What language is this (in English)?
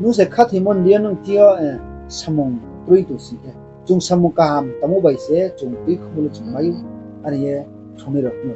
Riang (India)